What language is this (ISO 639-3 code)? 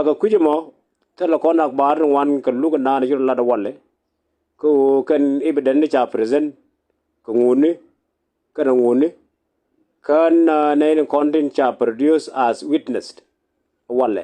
nus